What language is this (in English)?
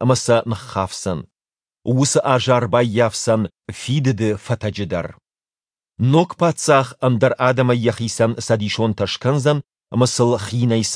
Ossetic